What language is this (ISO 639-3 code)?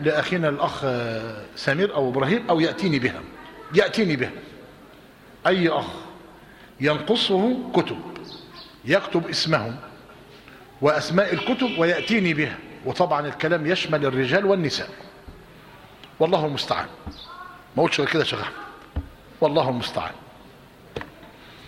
ara